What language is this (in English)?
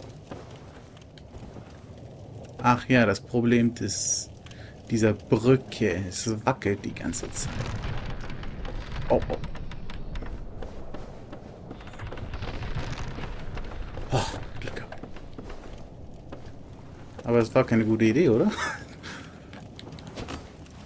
German